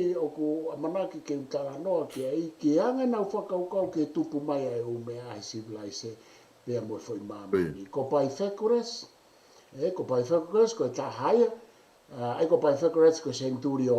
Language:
Tongan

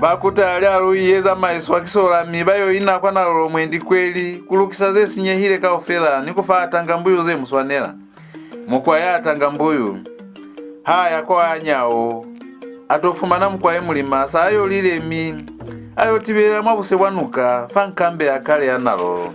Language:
Lozi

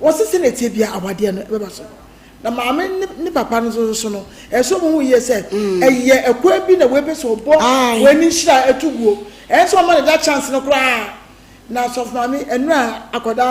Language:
Akan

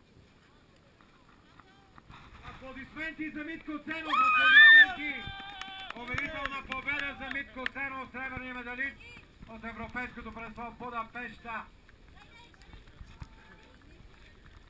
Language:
Bulgarian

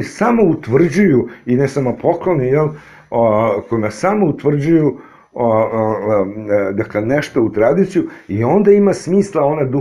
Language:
Serbian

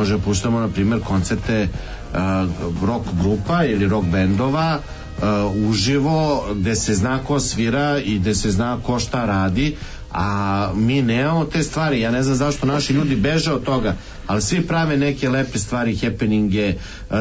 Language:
Serbian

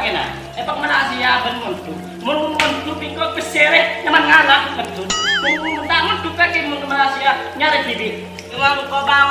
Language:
Madurese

